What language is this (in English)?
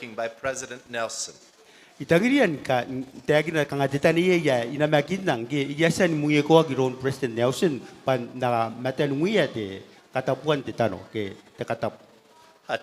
Gilbertese